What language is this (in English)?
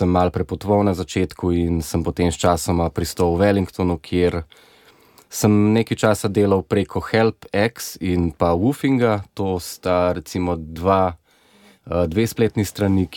Slovenian